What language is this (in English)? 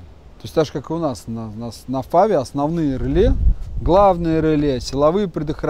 Russian